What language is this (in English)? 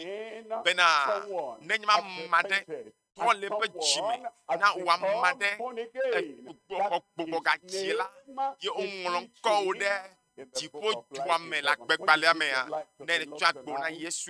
Ewe